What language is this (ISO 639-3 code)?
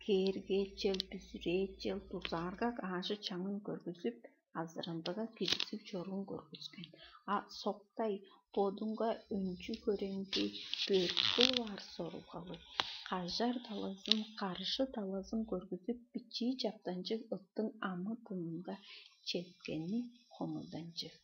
tyv